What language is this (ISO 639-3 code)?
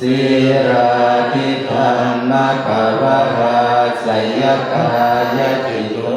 pli